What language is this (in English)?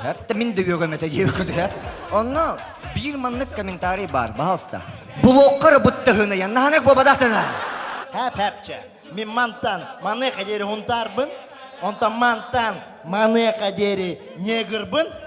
Yakut